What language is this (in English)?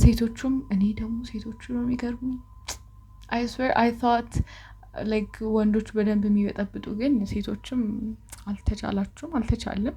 Amharic